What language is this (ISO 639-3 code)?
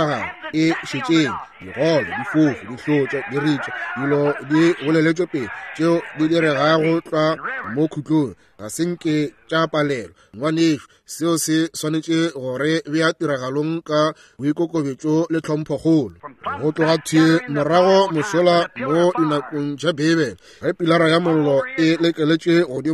nso